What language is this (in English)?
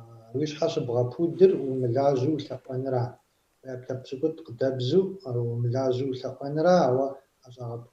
Kabardian